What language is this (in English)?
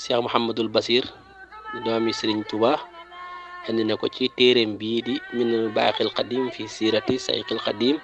Wolof